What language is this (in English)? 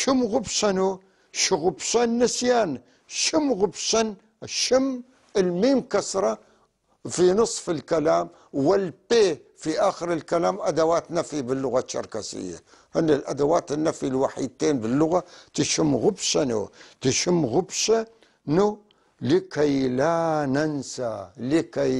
North Levantine Arabic